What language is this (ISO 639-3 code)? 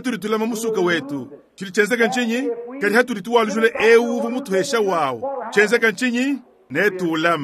lua